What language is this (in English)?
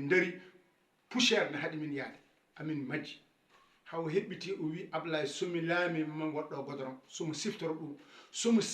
Fula